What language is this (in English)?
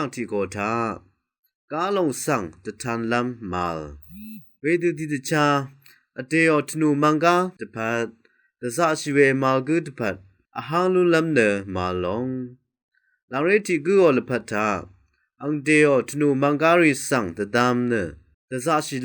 Rawang